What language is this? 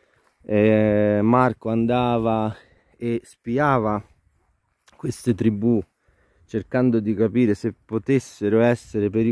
Italian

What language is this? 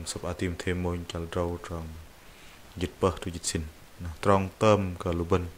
Bahnar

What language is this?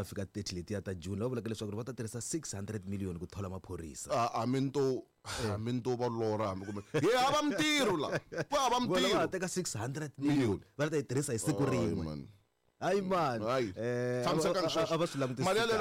Tsonga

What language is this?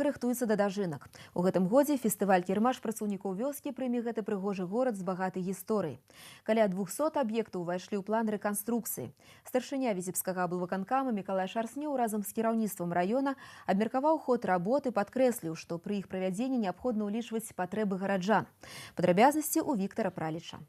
Belarusian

